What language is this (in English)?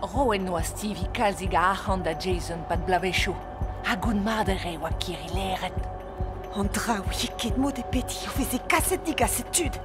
Breton